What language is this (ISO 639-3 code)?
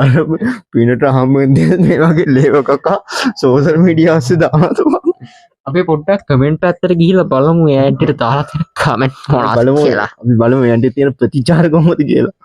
sin